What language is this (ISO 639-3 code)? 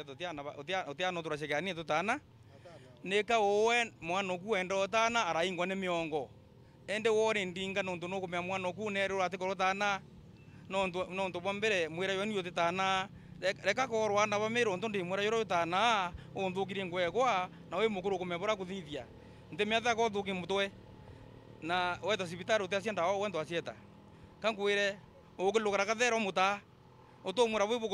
mer